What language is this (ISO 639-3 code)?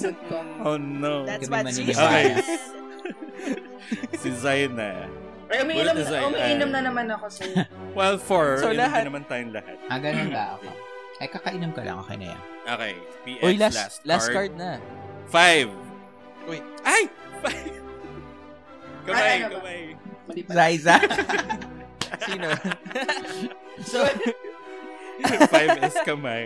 fil